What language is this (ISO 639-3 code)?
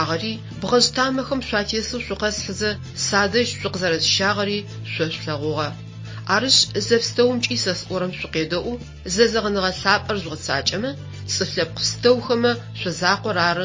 ady